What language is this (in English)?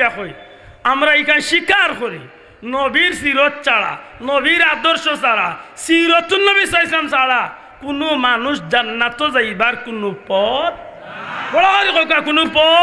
Sylheti